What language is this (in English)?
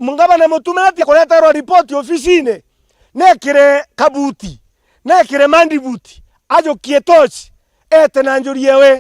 Meru